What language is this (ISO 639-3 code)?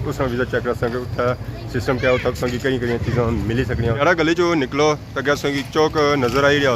phr